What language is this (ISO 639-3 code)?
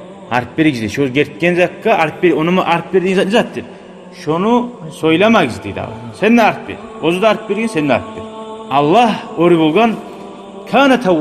kum